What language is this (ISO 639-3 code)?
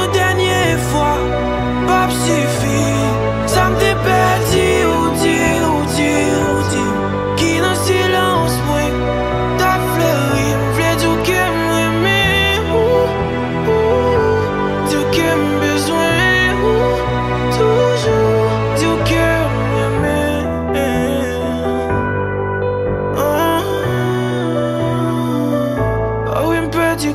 fra